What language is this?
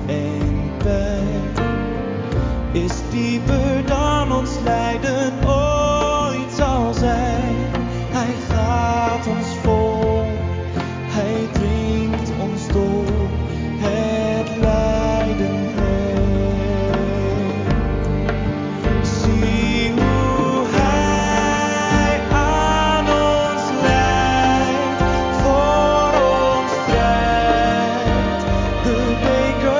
Dutch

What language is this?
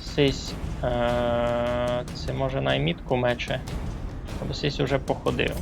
Rusyn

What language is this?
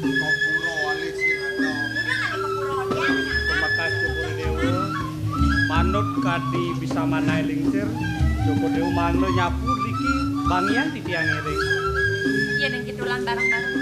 Balinese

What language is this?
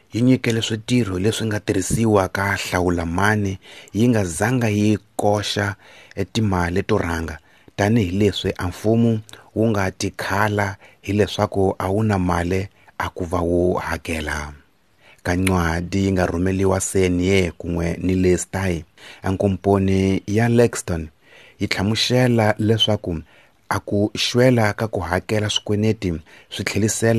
Tsonga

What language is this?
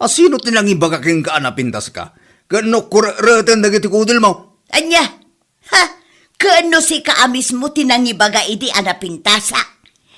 Iloko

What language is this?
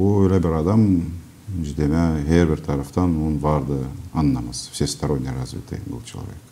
Gagauz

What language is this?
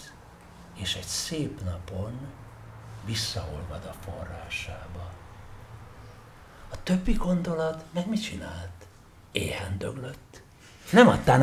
Hungarian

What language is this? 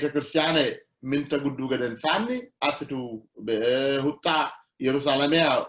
Sidamo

